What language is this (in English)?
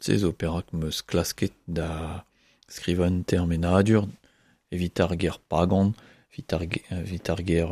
Breton